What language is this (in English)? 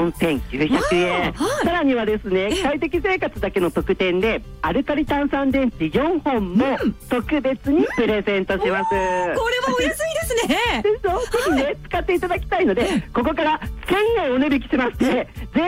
Japanese